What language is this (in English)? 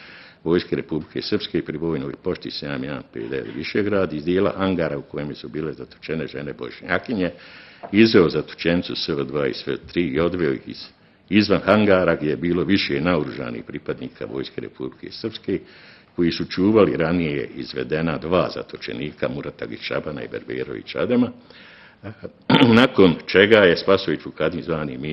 Bosnian